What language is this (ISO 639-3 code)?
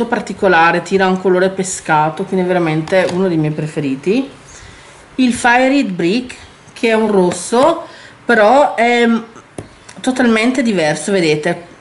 ita